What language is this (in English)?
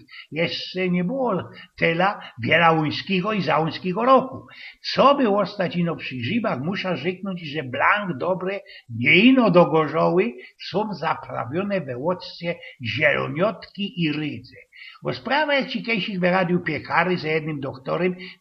Silesian